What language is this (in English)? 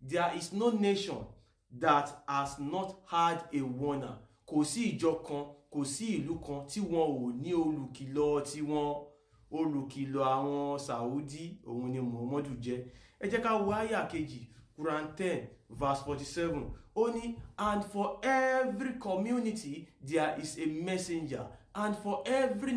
Yoruba